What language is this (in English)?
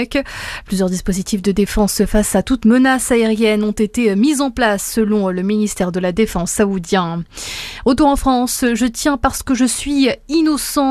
French